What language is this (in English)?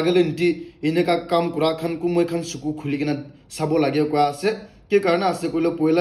Naga Pidgin